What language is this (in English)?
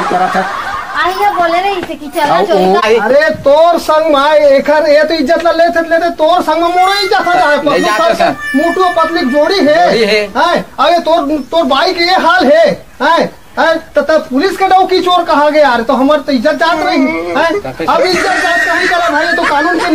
Chhattisgarhi